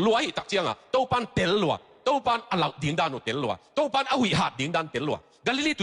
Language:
Tedim Chin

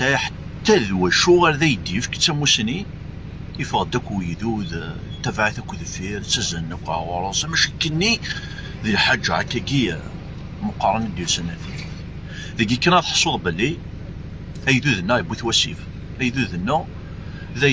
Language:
Kabyle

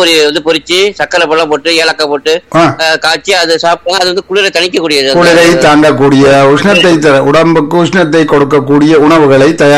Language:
Tamil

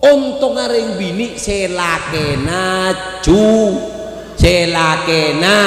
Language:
Madurese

